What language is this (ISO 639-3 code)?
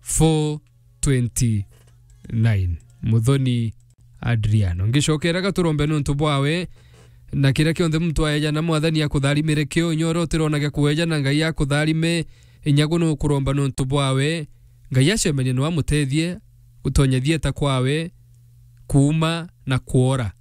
mer